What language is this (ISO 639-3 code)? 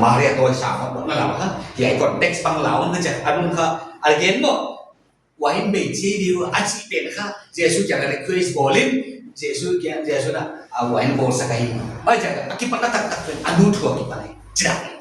pck